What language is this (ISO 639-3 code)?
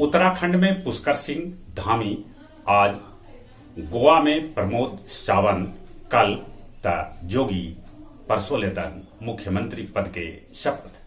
mag